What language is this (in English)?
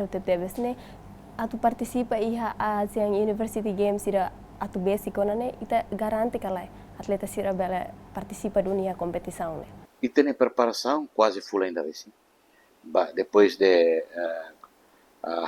Tetum